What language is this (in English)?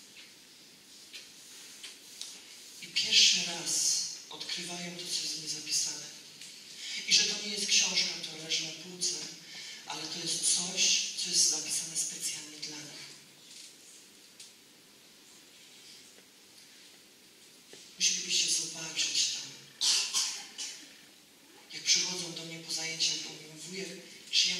Polish